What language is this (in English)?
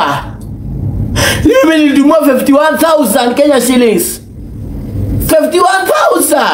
Swahili